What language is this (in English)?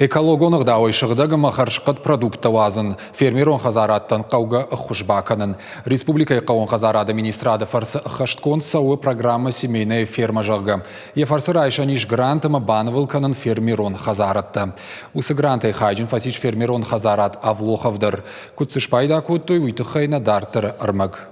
Ossetic